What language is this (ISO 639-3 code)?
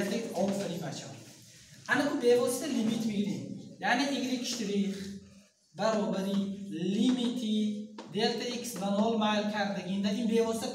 tgk